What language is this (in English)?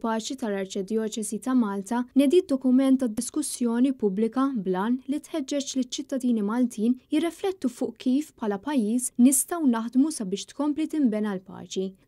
Maltese